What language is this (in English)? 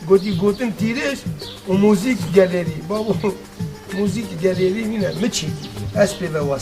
Kurdish